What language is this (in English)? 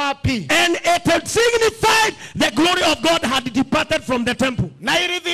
Swahili